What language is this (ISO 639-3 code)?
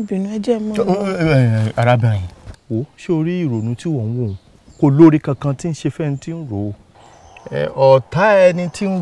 yor